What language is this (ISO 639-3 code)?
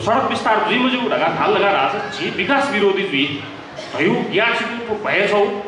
new